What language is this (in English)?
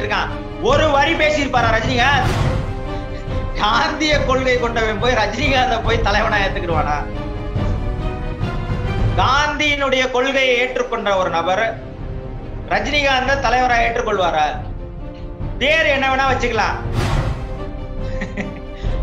Tamil